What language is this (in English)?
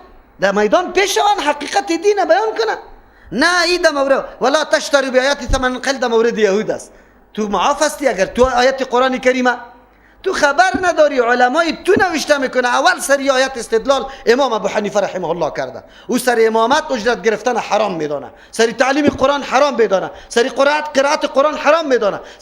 Persian